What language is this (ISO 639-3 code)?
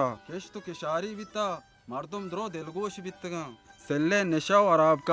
bal